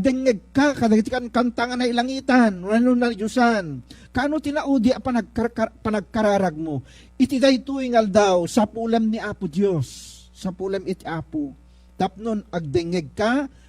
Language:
Iloko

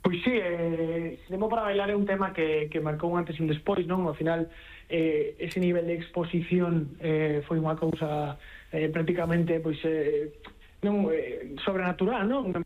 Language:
Galician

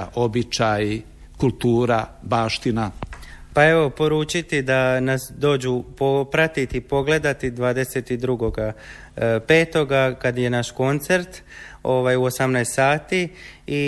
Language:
Croatian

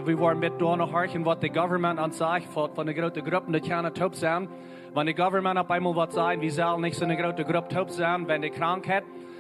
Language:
Plautdietsch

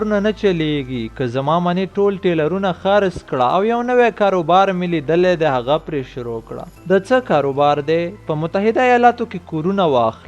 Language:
Pashto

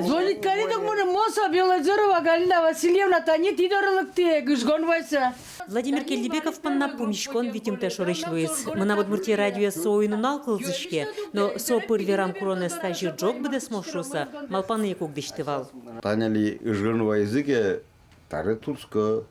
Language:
Udmurt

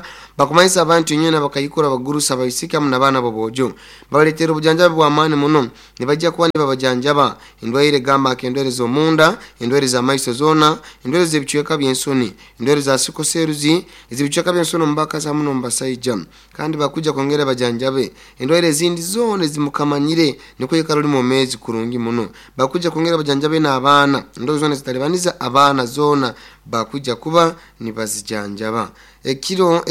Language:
Nyankole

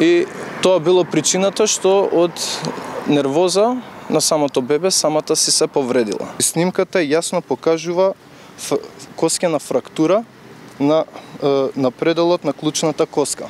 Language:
Macedonian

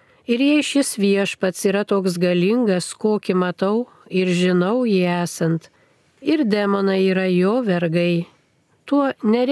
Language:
Lithuanian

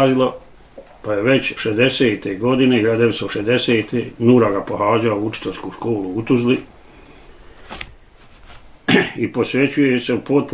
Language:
Bosnian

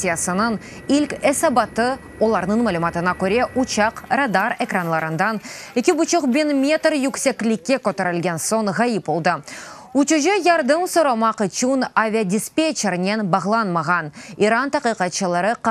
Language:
Crimean Tatar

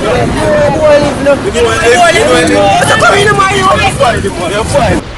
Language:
Jamaican Creole English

